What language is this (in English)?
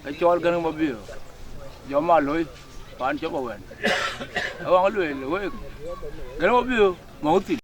Dinka